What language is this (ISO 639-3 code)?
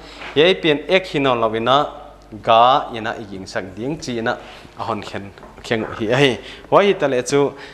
pck